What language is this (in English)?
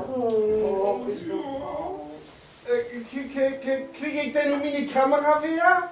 Low German